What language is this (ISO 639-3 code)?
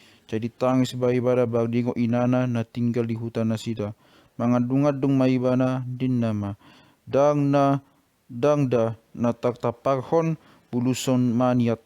bbc